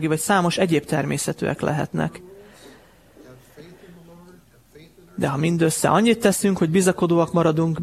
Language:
Hungarian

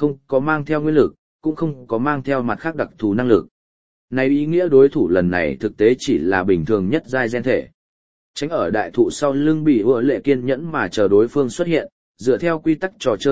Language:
Vietnamese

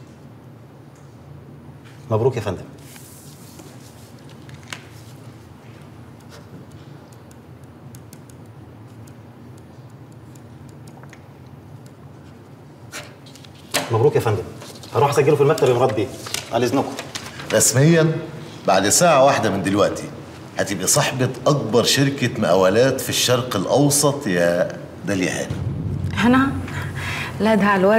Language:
Egyptian Arabic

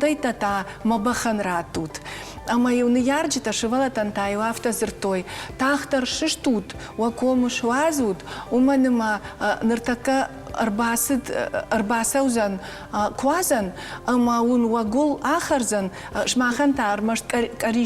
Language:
Ossetic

